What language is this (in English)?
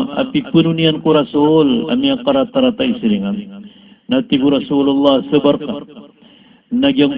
Maranao